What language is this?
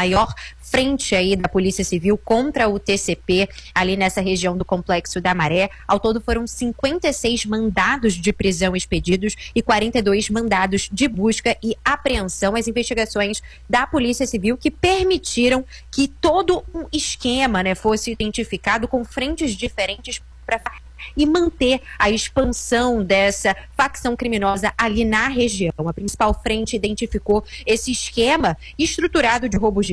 Portuguese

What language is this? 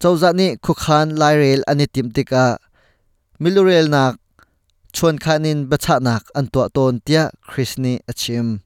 Hakha Chin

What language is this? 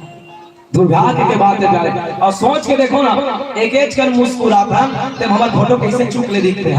Chhattisgarhi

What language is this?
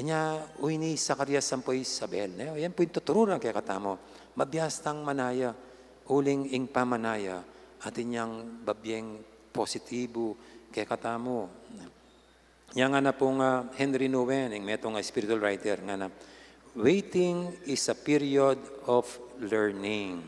Pampanga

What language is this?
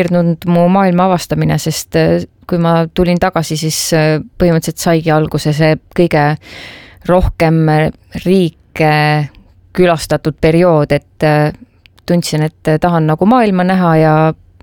Estonian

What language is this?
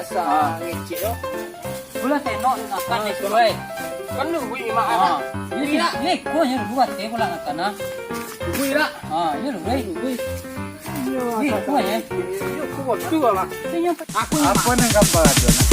Minangkabau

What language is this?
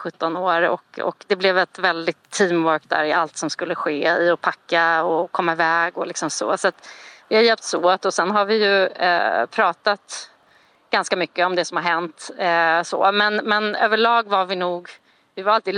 Swedish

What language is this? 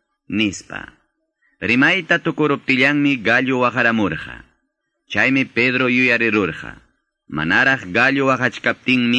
Quechua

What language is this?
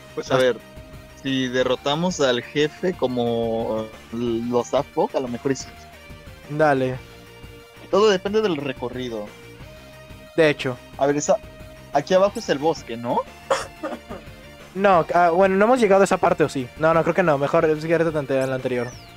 Spanish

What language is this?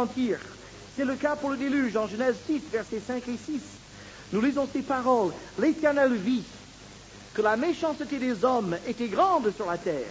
French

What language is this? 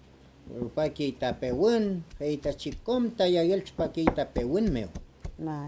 Mapuche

